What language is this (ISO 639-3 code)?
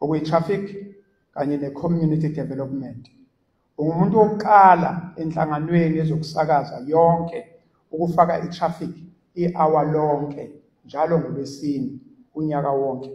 zul